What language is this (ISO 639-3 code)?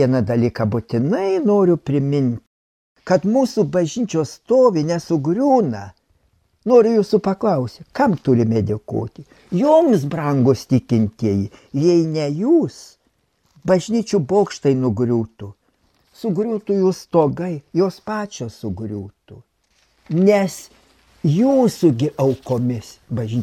lit